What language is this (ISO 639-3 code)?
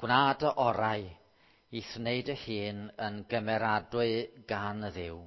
cym